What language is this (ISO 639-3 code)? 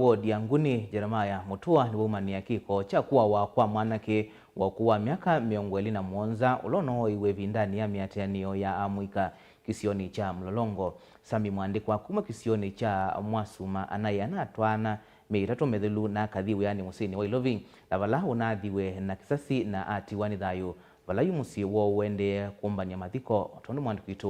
kam